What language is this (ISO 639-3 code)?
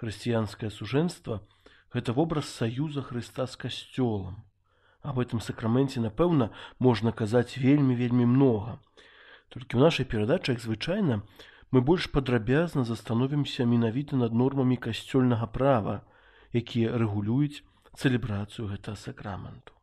bel